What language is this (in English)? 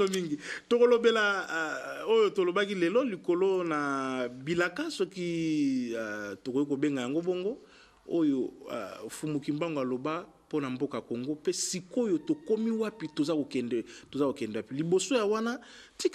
Lingala